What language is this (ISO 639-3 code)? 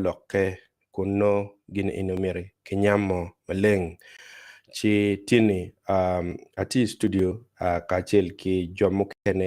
ach